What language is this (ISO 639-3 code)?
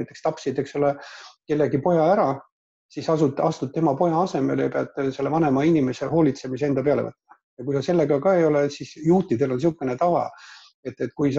est